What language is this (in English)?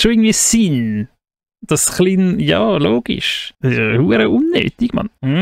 Swiss German